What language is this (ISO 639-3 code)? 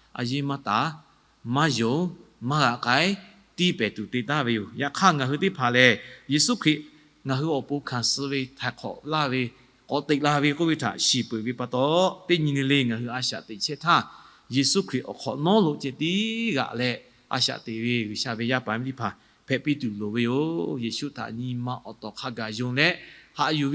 lhu